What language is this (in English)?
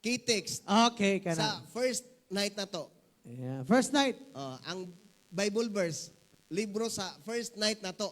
Cebuano